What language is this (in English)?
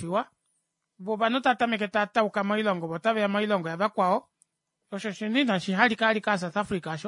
Kuanyama